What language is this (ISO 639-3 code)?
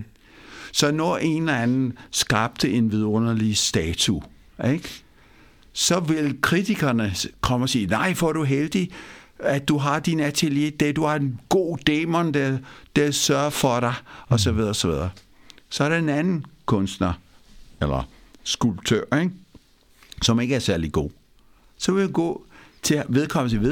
dan